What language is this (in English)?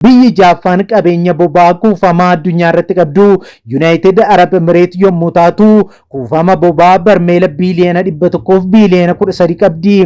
Oromo